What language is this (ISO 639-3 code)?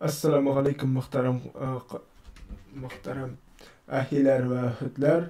tat